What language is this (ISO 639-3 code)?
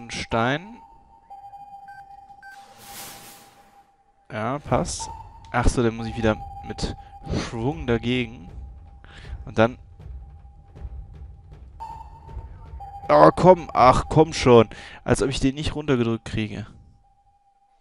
deu